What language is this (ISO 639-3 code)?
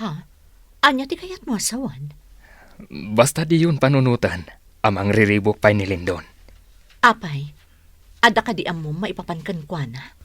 ilo